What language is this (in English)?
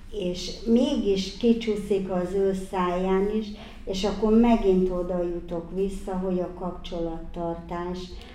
Hungarian